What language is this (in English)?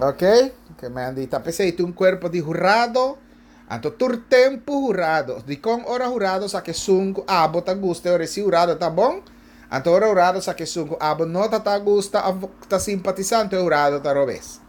Papiamento